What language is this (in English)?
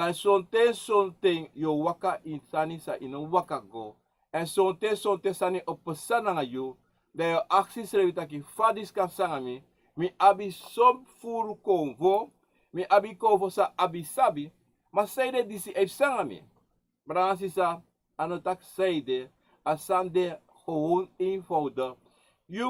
Sranan Tongo